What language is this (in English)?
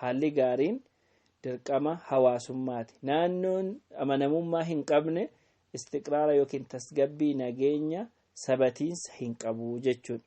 Oromo